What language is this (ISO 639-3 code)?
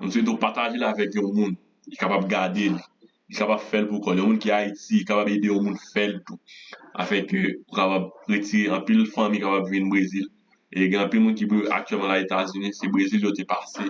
hat